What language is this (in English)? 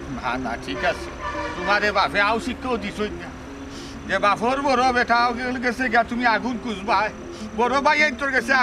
Sylheti